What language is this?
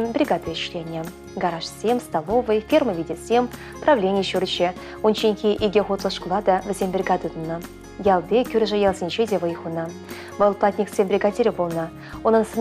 Chuvash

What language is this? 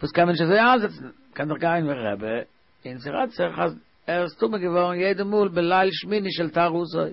Yiddish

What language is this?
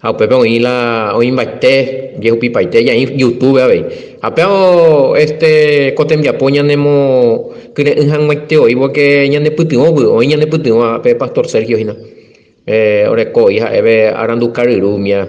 Guarani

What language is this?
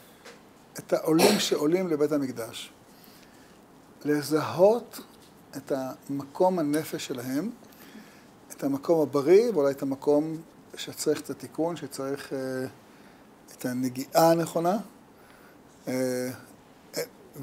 Hebrew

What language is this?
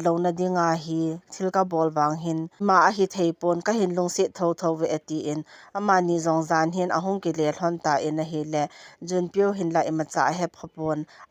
Thado Chin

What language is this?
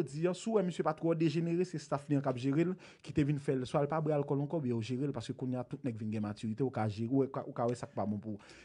Haitian Creole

